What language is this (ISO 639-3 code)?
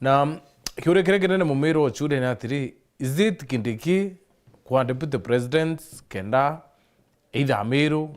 mer